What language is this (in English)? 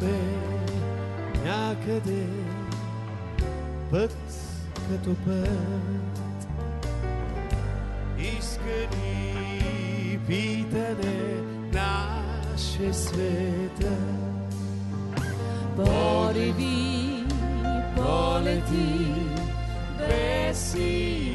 Bulgarian